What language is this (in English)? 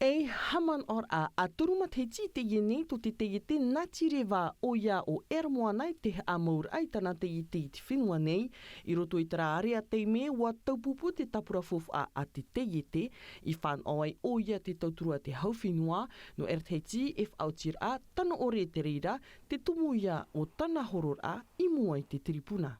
Tahitian